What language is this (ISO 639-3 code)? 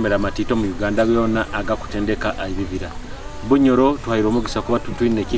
nyo